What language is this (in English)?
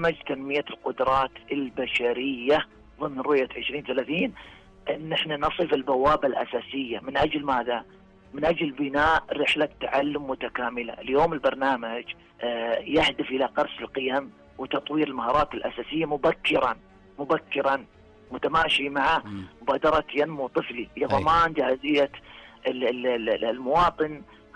Najdi Arabic